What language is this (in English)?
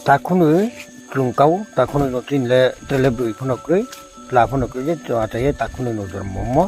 Riang (India)